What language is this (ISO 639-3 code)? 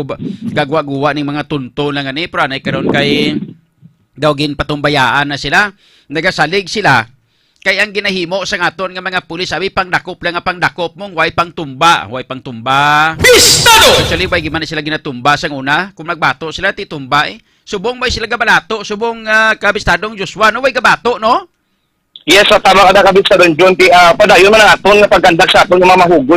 hil